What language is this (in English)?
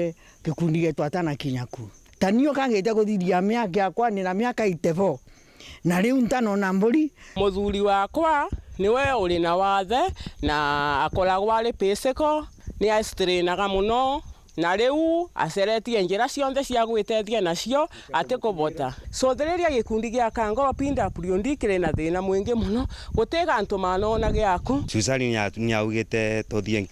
Meru